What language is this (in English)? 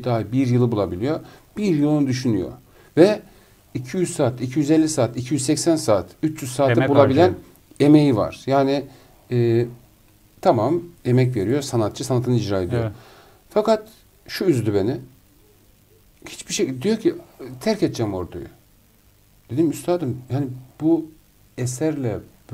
Turkish